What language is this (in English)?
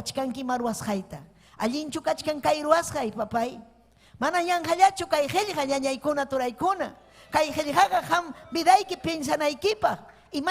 Ayacucho Quechua